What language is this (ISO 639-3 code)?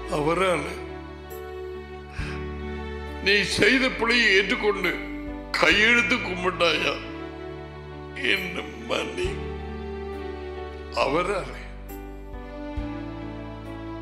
tam